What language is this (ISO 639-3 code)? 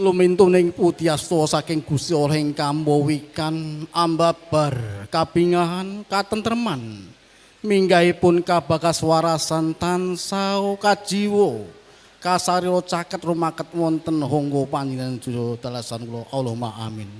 jav